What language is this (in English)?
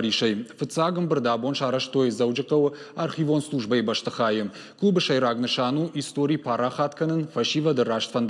Ossetic